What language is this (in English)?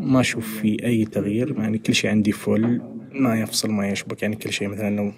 Najdi Arabic